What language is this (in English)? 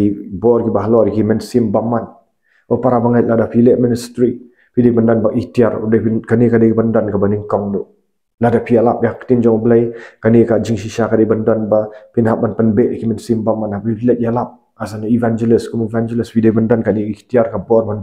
Khasi